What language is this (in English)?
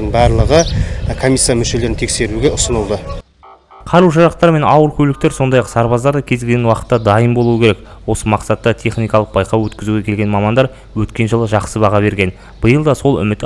Kazakh